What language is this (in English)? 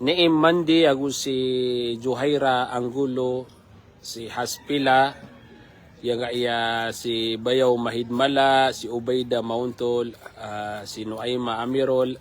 Maranao